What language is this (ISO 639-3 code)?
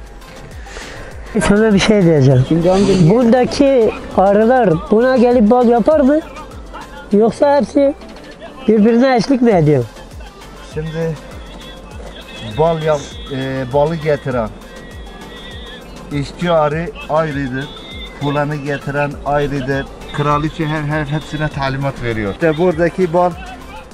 tur